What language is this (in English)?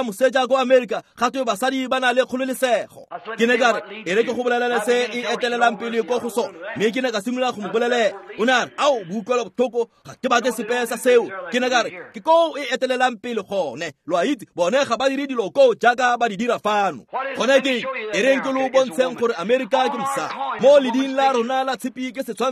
Tswana